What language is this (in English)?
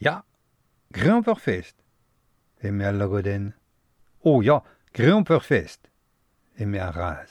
Breton